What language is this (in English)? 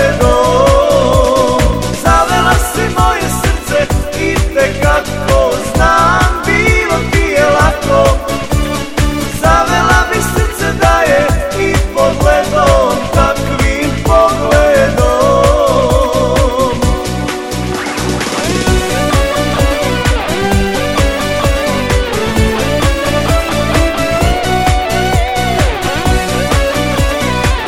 Serbian